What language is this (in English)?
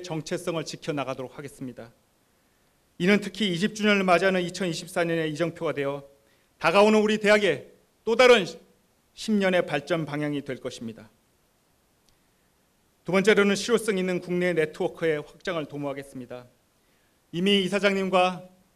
Korean